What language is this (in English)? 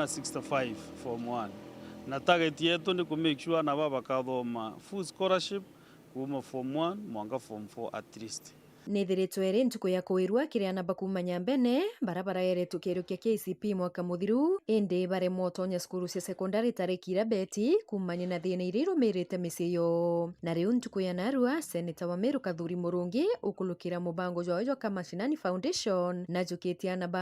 Meru